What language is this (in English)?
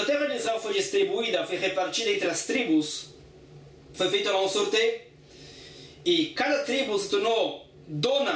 Portuguese